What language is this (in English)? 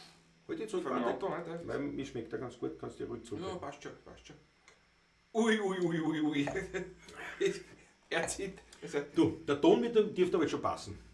Bavarian